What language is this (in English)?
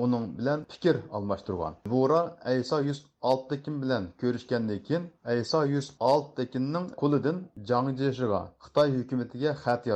Uyghur